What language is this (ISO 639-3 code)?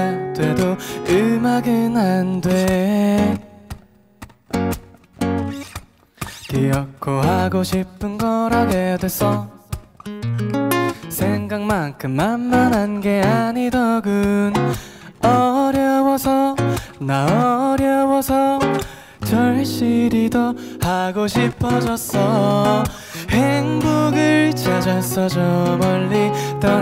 kor